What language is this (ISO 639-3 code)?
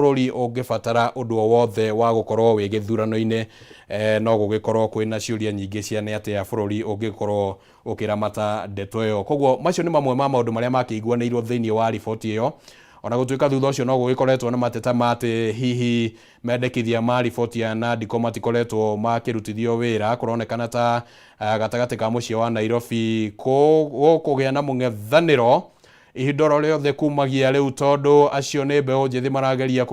kik